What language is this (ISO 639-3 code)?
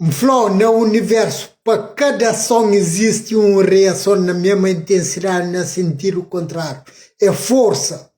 kea